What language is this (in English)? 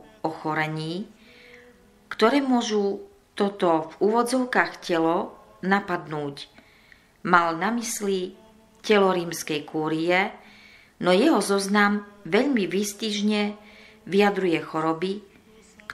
Slovak